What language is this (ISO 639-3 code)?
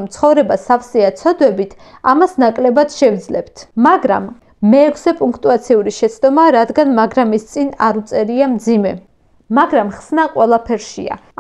kat